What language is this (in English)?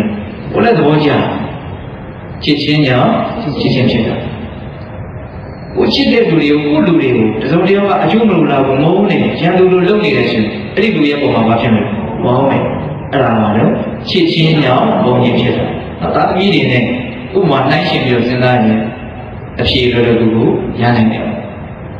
Burmese